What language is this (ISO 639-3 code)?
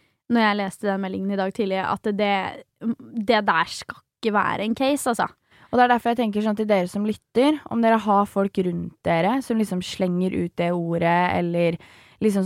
nor